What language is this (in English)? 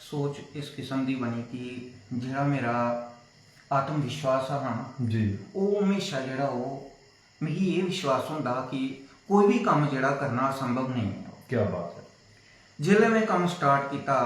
Dogri